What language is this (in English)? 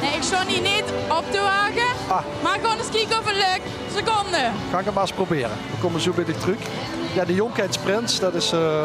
Limburgish